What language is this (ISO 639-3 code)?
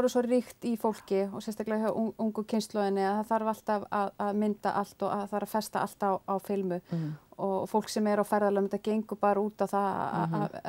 isl